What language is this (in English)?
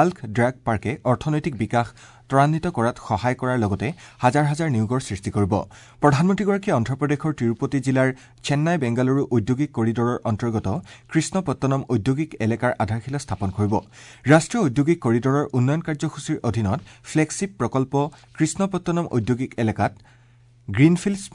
Assamese